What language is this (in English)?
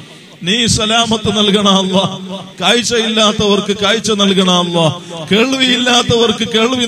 Malayalam